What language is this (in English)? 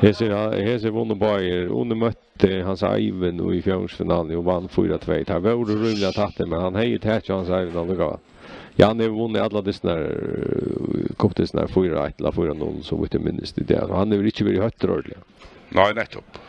Faroese